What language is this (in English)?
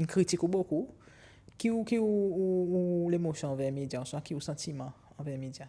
Seselwa Creole French